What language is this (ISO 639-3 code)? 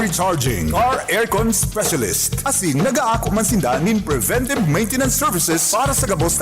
bik